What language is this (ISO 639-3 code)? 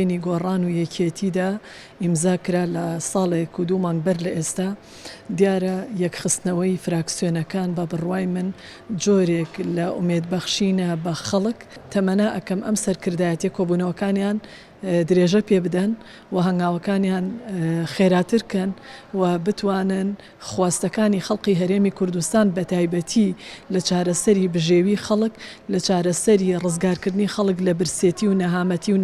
ckb